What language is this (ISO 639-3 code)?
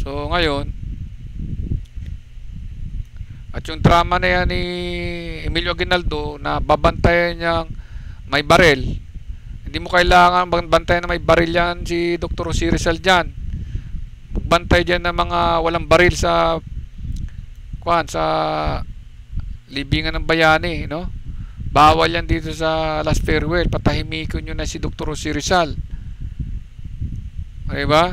fil